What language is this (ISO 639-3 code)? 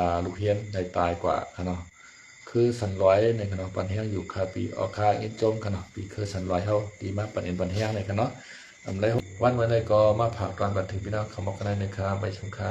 shn